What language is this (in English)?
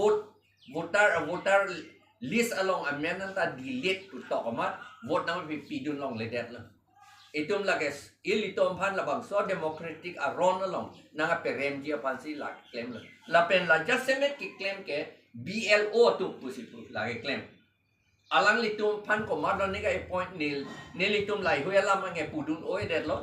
Karbi